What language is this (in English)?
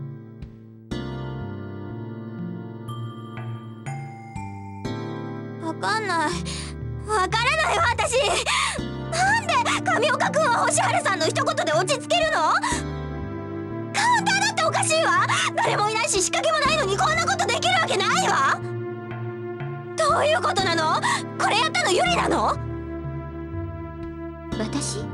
Japanese